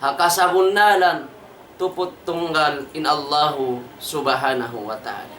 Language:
Tausug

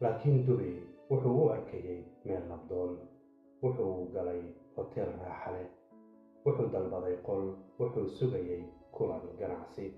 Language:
Somali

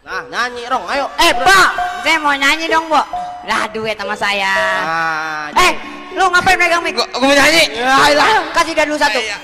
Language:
Betawi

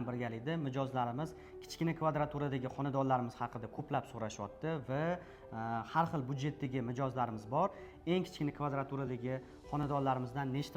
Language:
Uzbek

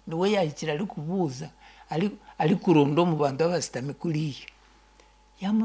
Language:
Nyankole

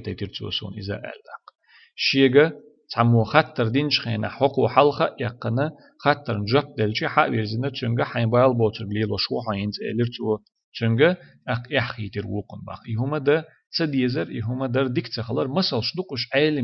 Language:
Chechen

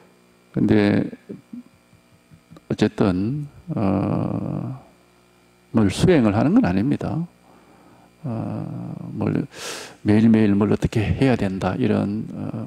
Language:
Korean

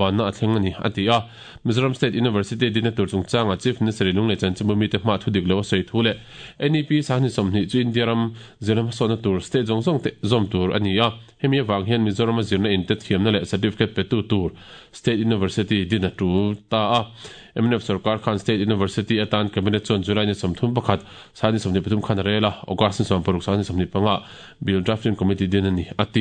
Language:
Mizo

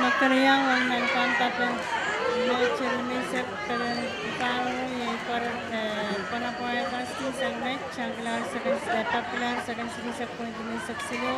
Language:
Pohnpeian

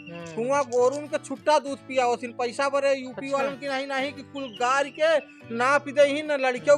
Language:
Awadhi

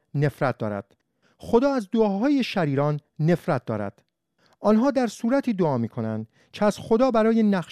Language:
Persian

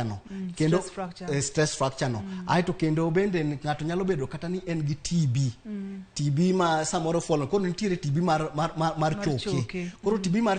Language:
Luo (Kenya and Tanzania)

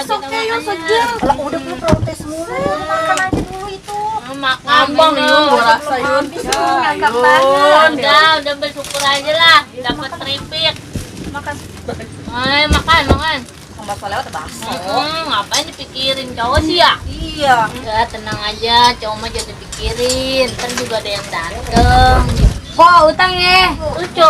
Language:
Betawi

